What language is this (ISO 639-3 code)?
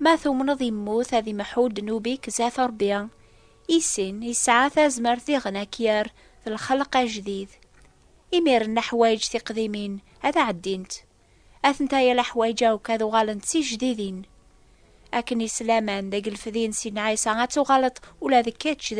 kab